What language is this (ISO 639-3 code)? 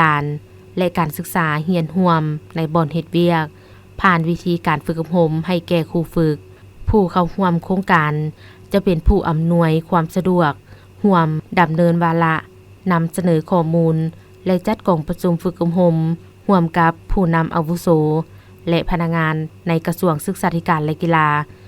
lao